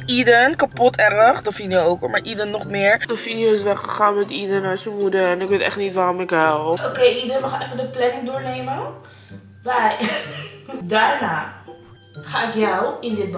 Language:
Dutch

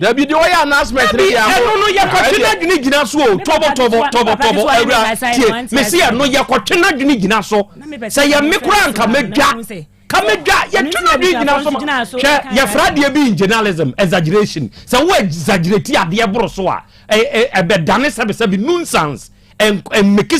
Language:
Akan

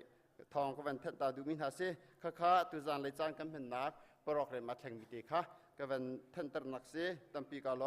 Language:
Hakha Chin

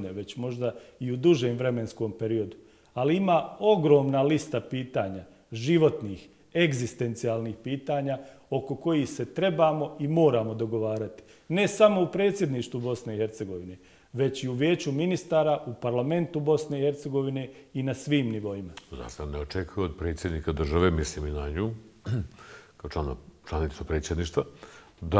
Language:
Bosnian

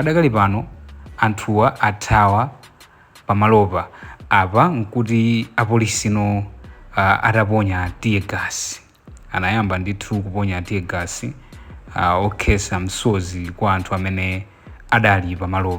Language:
Nyanja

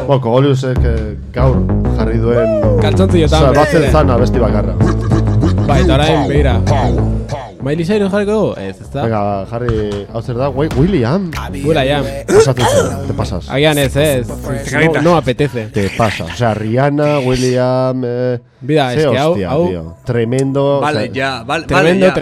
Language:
Basque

